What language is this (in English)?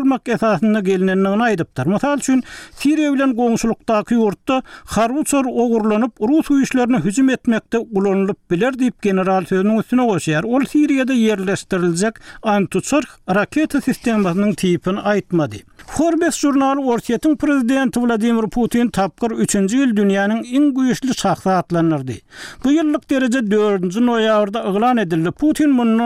Turkmen